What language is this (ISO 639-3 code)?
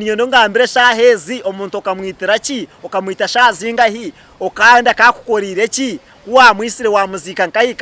nyn